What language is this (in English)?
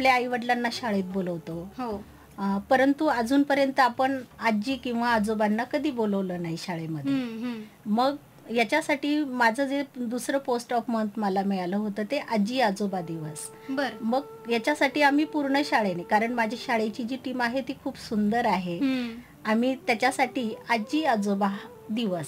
Marathi